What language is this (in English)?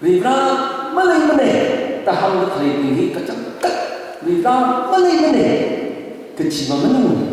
Tangkhul Naga (India)